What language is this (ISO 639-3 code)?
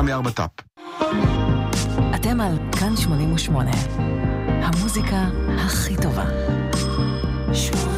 heb